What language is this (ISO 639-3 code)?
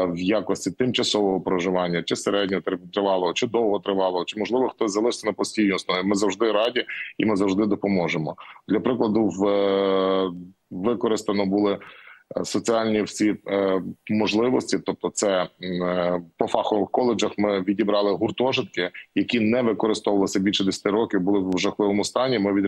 ukr